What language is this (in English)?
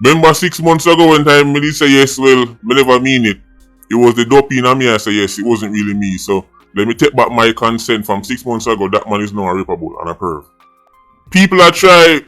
Jamaican Creole English